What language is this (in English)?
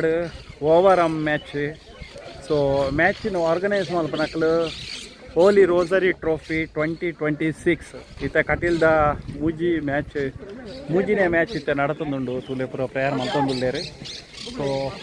Tulu